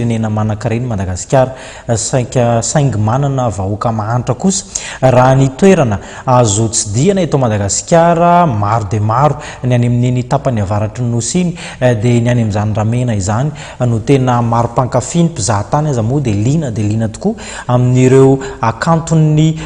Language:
Malagasy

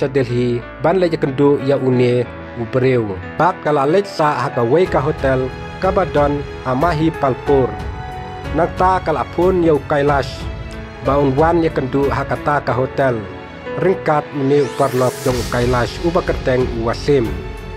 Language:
Khasi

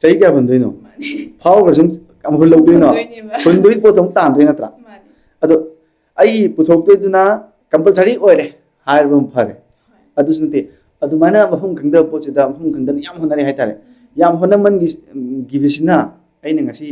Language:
Manipuri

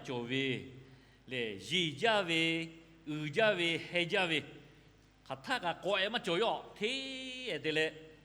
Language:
Lahu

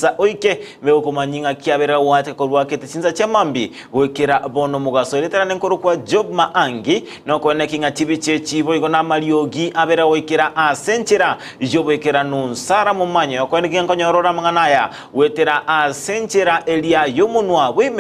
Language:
Gusii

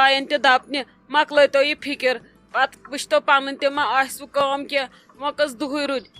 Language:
Kashmiri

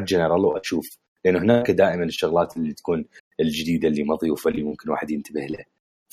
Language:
Mesopotamian Arabic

